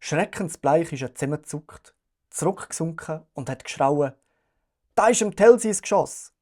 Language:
Swiss German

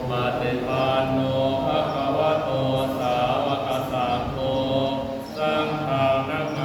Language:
Pali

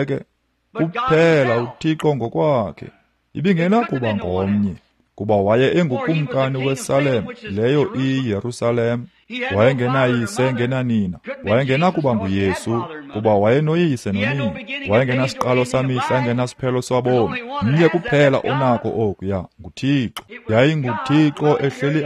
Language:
Xhosa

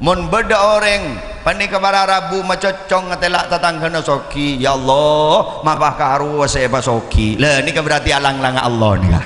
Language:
Madurese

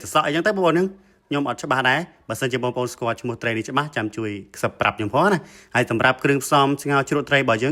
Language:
Khmer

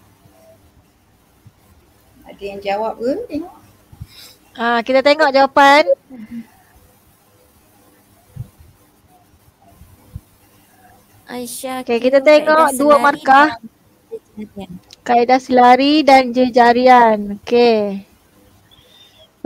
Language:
Malay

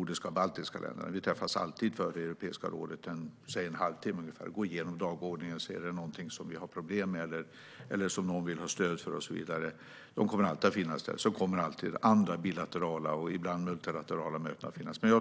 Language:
Swedish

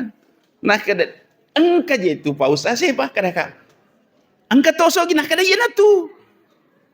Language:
Buginese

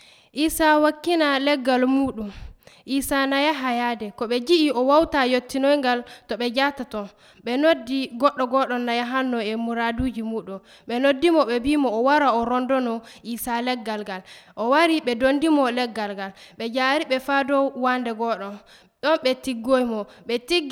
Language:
Nigerian Fulfulde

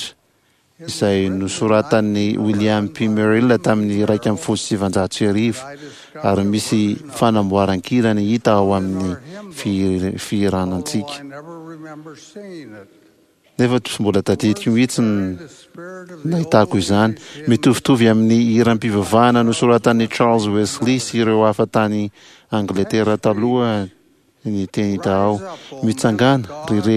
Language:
Malagasy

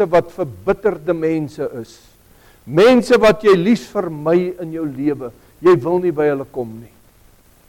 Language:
Afrikaans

